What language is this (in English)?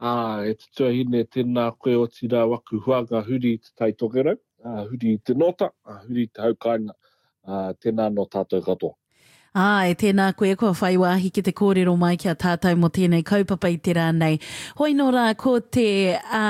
Māori